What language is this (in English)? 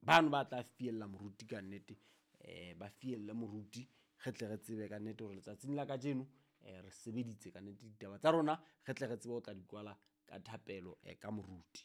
Southern Sotho